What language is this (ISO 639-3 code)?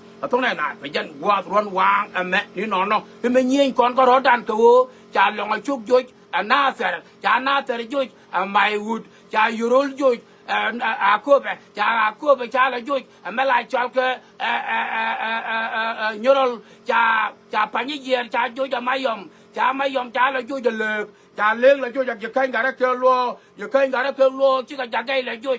nus